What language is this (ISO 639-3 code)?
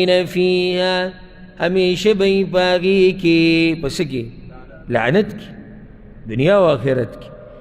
pus